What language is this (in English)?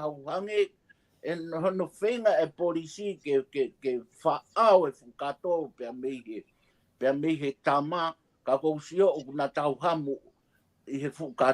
Tongan